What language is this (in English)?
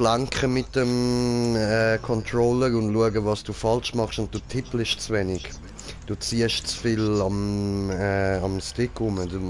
Swiss German